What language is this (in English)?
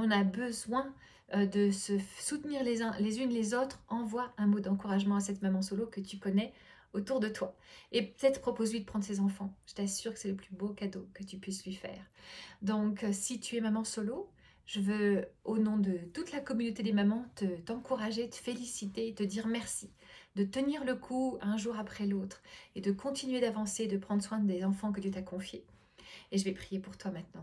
French